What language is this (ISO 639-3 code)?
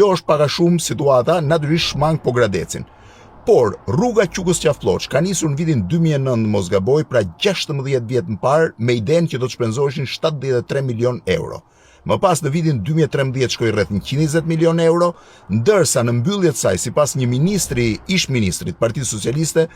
sqi